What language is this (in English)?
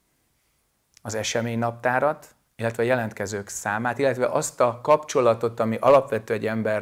Hungarian